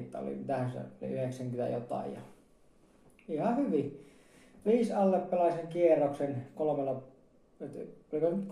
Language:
Finnish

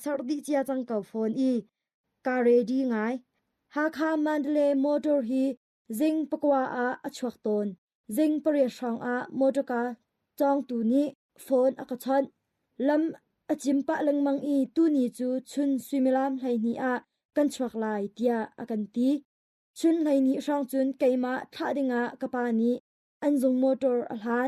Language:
Hakha Chin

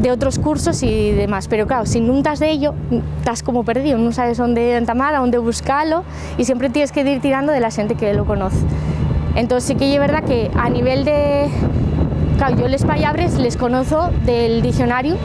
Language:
Asturian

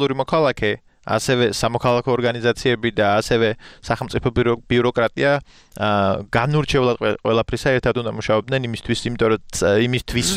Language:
Georgian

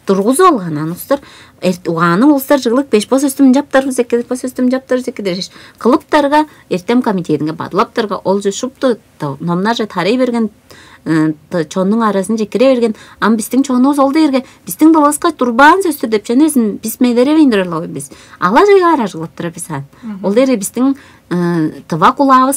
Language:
Tuvinian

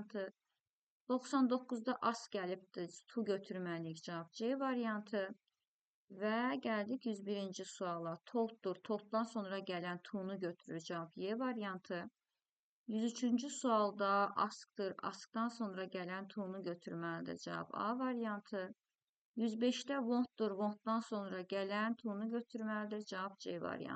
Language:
Azerbaijani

